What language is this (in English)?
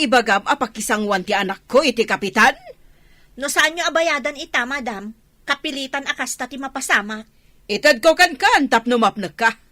Iloko